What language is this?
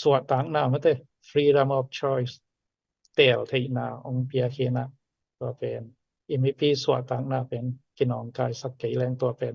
Tedim Chin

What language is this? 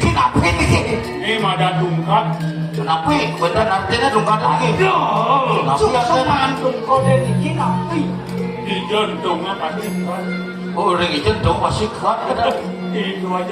Balinese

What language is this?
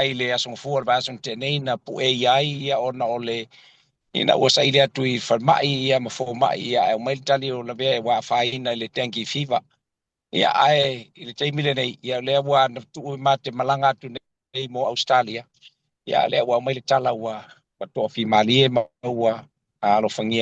Samoan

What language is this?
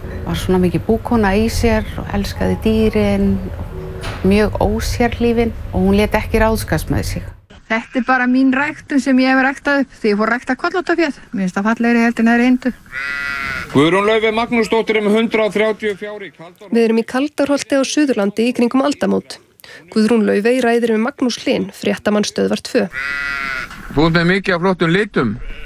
Icelandic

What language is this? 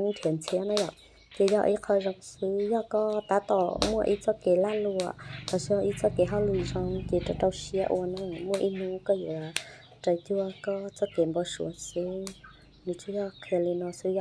Hmong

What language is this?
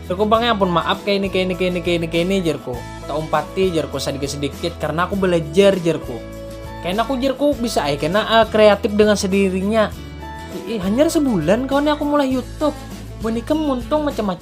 Banjar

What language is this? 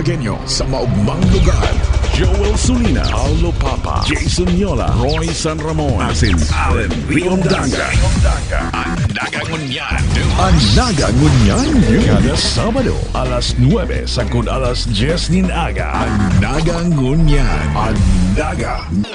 Bikol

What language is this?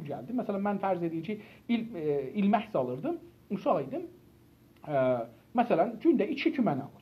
South Azerbaijani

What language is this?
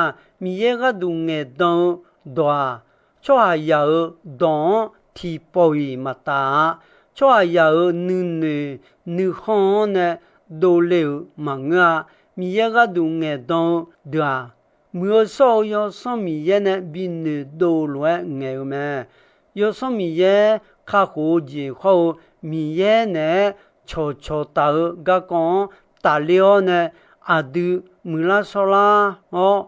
Akha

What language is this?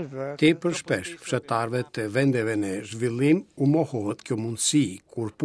Albanian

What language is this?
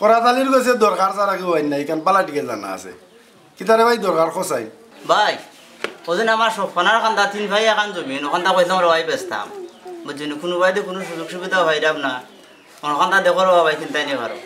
Sylheti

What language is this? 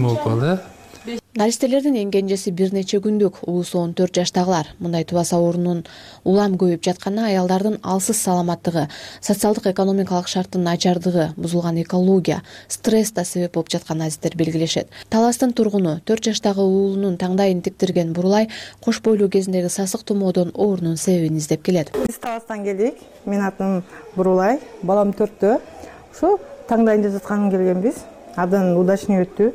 Kyrgyz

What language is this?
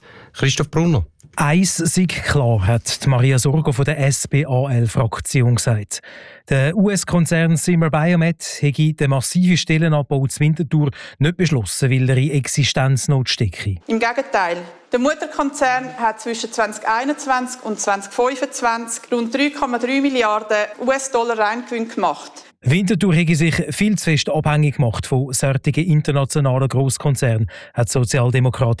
German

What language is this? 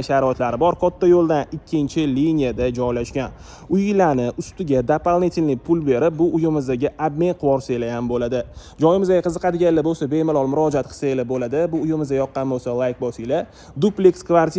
Uzbek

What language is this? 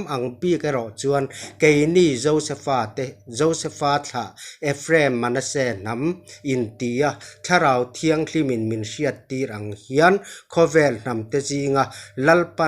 Mizo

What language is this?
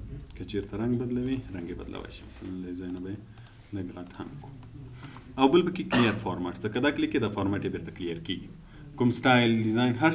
Pashto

